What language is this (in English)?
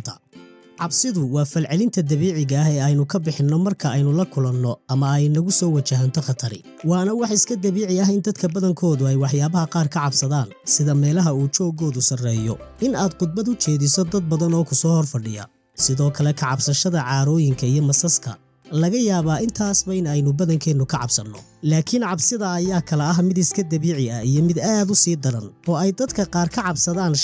Somali